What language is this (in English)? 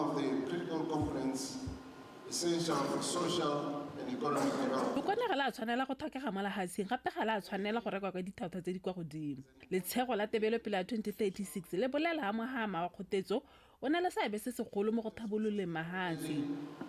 Tswana